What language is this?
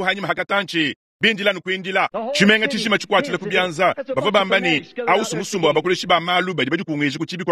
Luba-Lulua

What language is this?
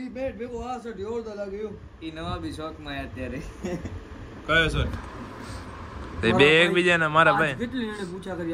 Gujarati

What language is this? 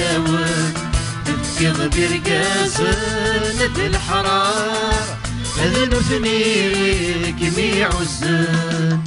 Kabyle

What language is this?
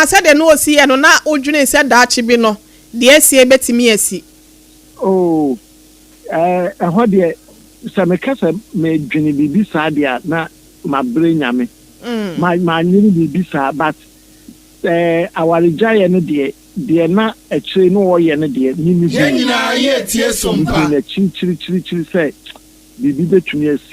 Akan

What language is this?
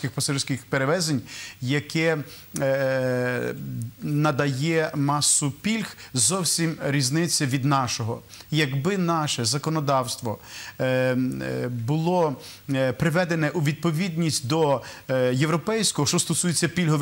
Ukrainian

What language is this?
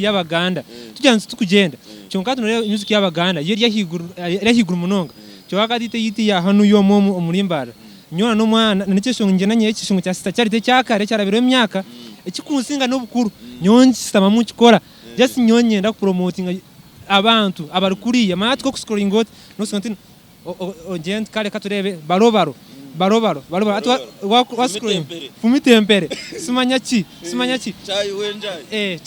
Nyankole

